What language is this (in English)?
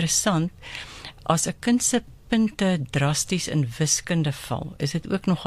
Afrikaans